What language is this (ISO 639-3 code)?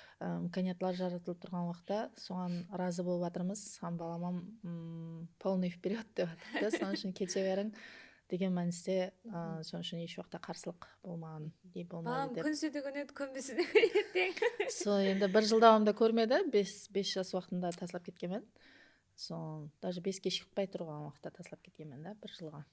kaa